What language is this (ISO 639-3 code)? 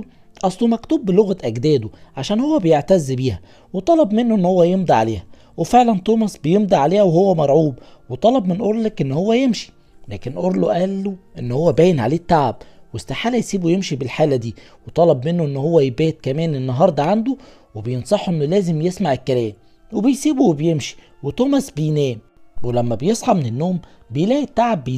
arz